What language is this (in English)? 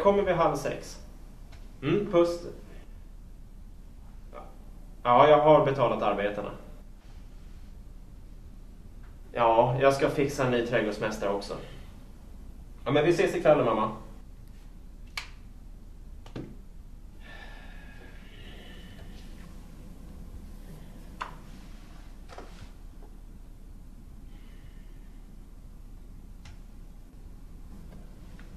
Swedish